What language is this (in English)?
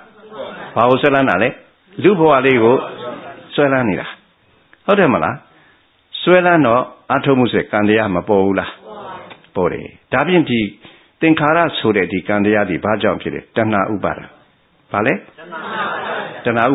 Burmese